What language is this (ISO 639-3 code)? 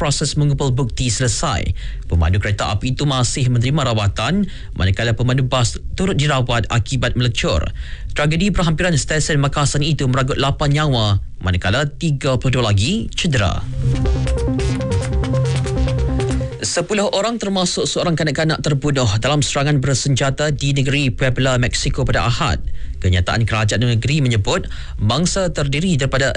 msa